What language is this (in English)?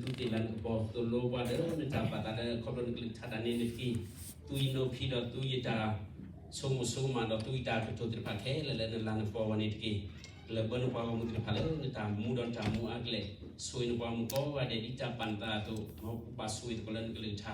S'gaw Karen